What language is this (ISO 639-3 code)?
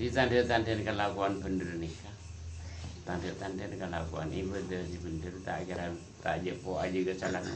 mad